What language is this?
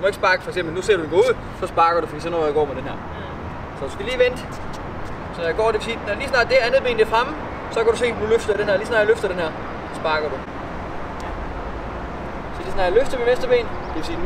Danish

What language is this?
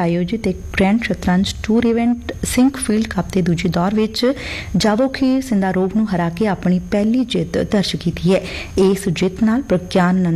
Punjabi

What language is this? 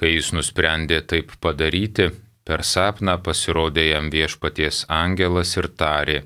Lithuanian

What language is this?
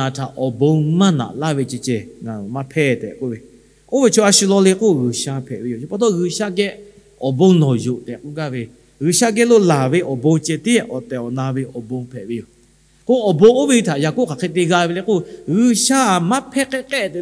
Lahu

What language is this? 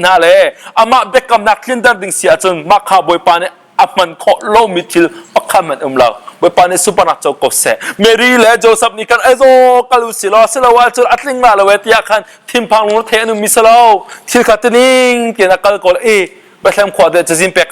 Hakha Chin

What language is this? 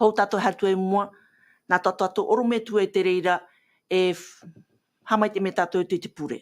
Tahitian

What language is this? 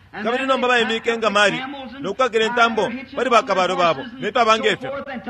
Bemba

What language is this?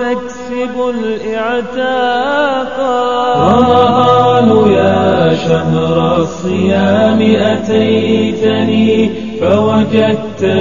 Bosnian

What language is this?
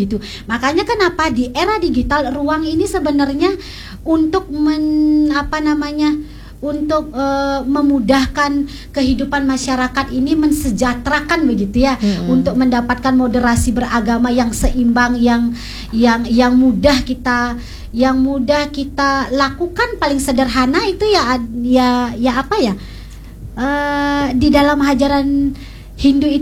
Indonesian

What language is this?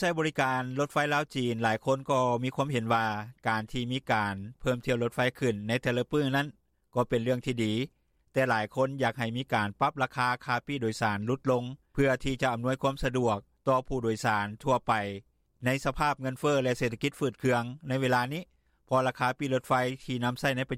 Lao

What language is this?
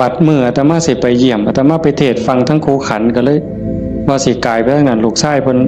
Northeastern Thai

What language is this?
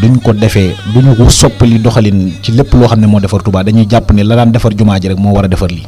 Wolof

